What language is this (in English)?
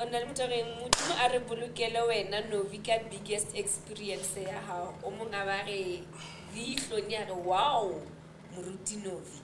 Southern Sotho